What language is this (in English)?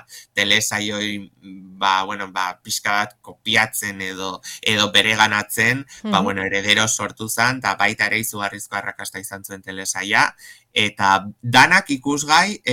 Basque